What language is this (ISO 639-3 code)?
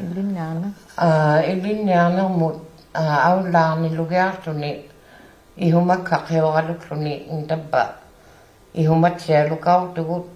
iku